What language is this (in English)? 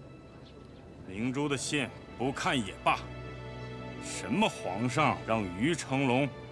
Chinese